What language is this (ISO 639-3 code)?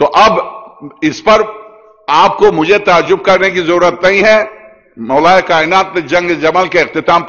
urd